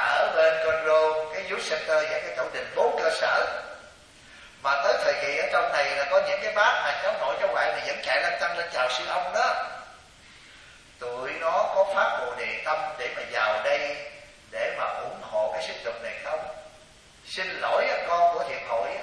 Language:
Vietnamese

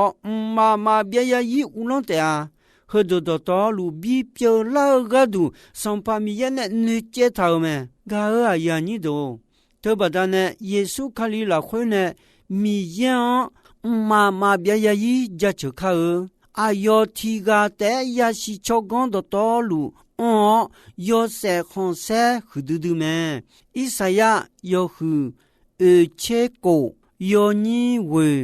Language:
Akha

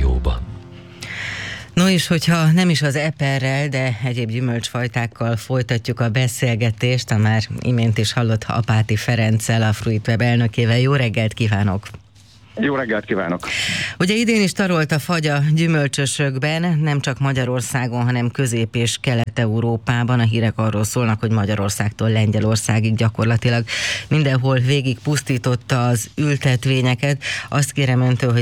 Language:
Hungarian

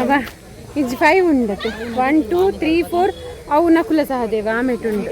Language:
Tulu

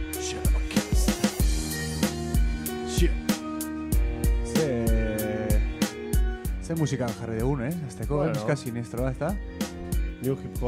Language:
Basque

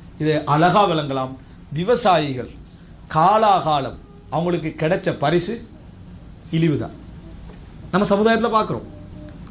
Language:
Tamil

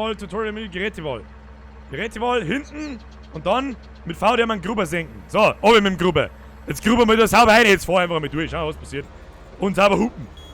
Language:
Bavarian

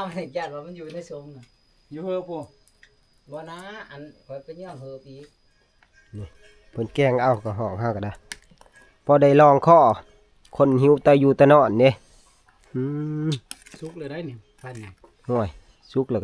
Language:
Northeastern Thai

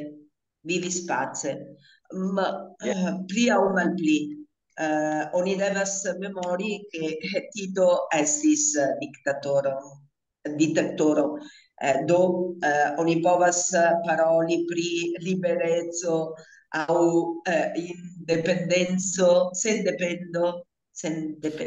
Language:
Esperanto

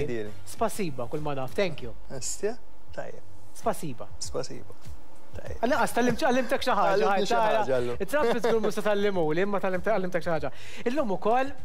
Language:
Maltese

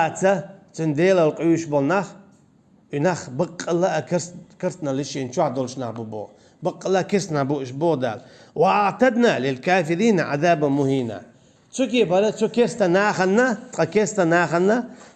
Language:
Chechen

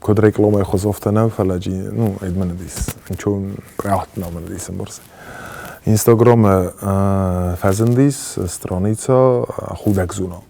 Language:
Ossetic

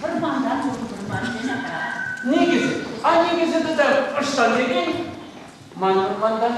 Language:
Chuvash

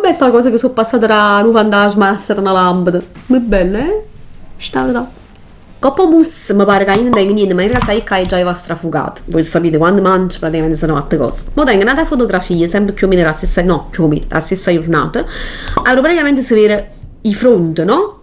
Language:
Neapolitan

